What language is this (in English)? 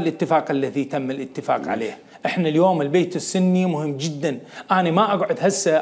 Mesopotamian Arabic